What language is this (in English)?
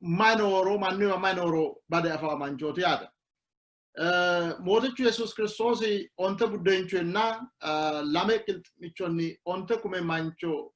Sidamo